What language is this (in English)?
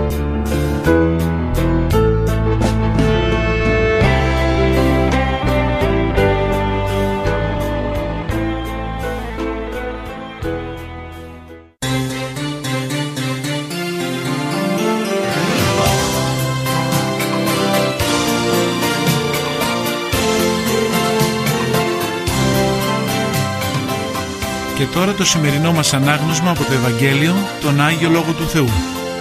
Greek